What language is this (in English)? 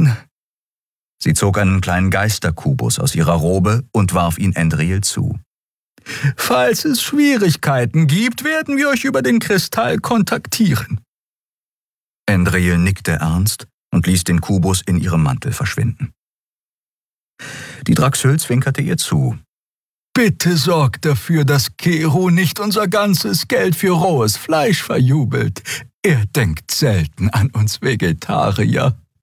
German